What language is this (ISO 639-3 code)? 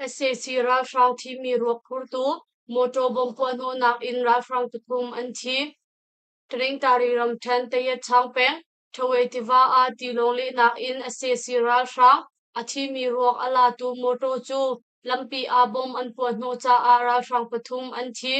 cnh